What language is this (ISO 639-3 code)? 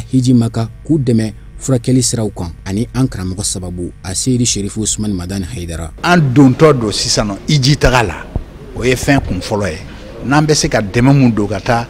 bam